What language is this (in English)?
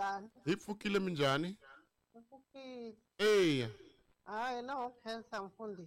Tsonga